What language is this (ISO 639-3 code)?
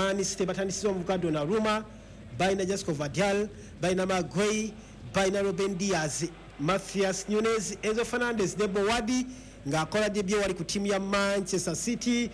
lug